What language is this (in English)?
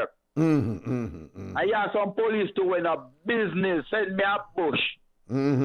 Jamaican Creole English